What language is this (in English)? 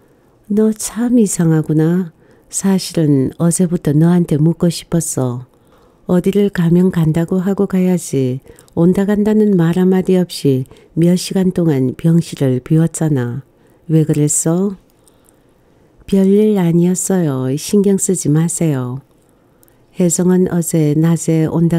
Korean